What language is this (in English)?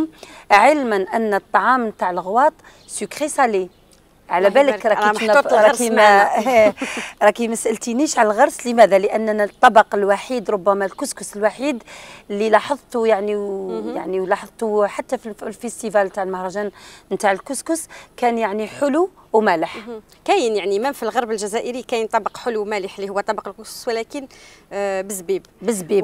Algerian Arabic